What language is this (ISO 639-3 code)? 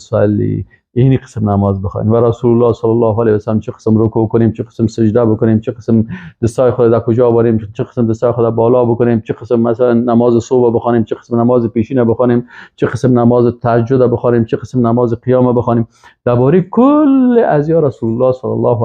fas